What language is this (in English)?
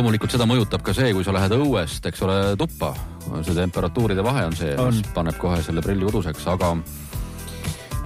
Estonian